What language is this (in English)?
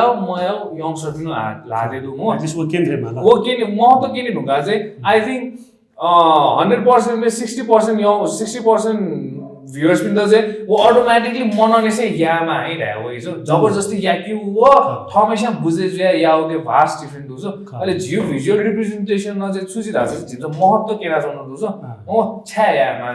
Newari